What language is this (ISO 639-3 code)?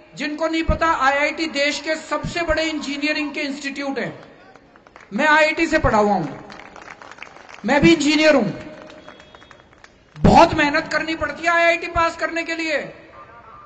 hin